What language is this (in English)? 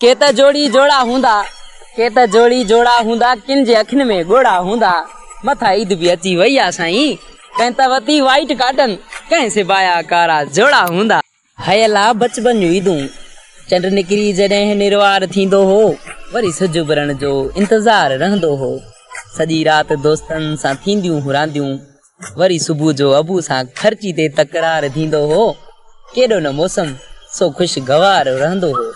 Sindhi